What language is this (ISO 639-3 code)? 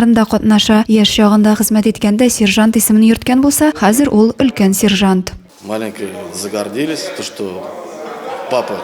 tat